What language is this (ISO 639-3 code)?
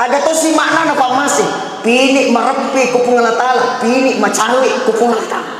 bug